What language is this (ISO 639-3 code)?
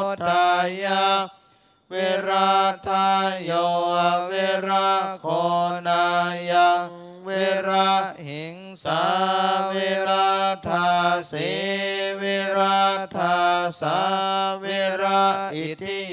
pli